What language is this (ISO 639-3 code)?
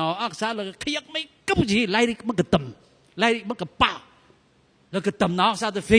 nmf